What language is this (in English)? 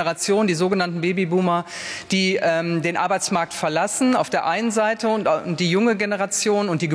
German